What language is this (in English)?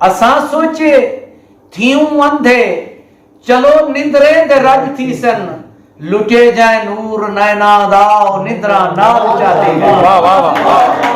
Saraiki